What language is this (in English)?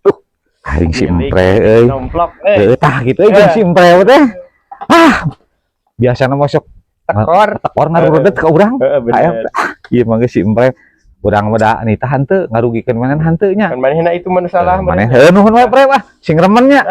Sundanese